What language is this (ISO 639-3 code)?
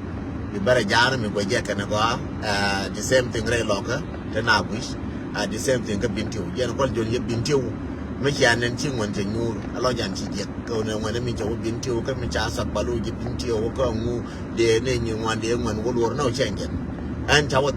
nus